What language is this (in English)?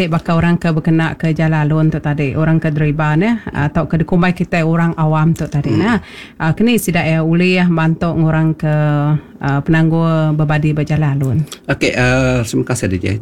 Iban